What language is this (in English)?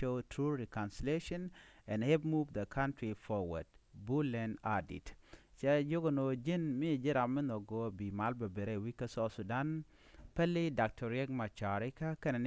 Nuer